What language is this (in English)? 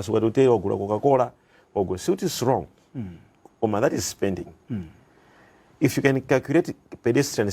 Nyanja